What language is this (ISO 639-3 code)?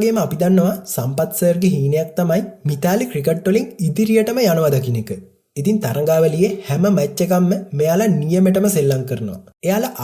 sin